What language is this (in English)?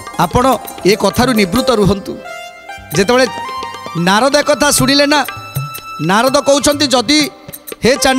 Odia